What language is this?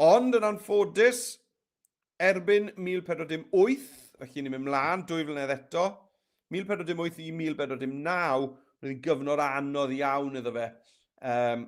Welsh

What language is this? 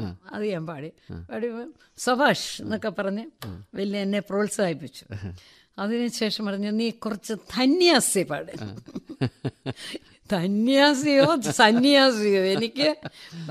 Malayalam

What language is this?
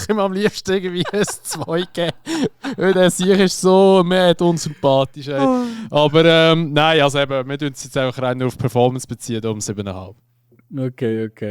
Swiss German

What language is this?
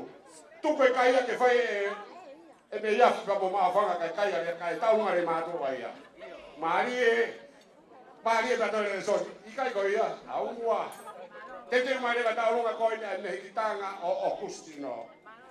Tongan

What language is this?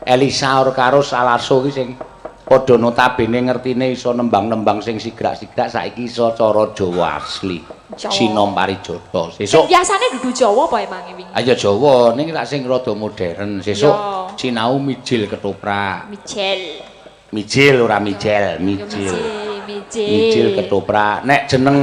Javanese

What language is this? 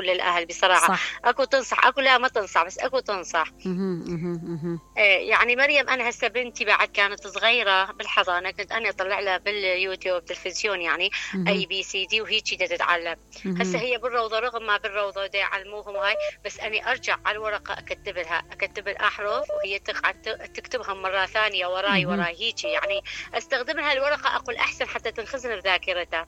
Mesopotamian Arabic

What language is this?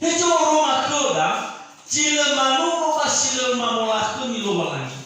Nias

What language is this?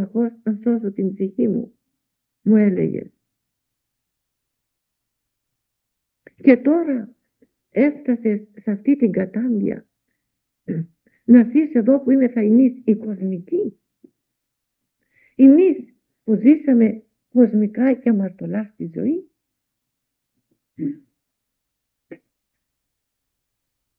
Greek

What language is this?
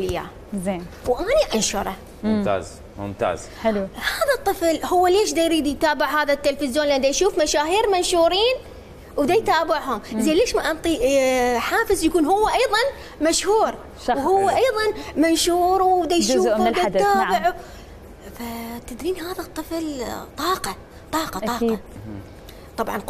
Mesopotamian Arabic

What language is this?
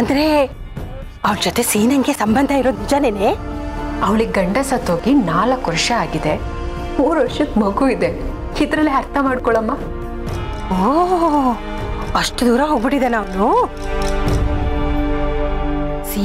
Kannada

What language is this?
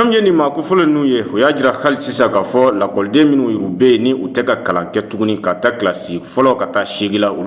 Bambara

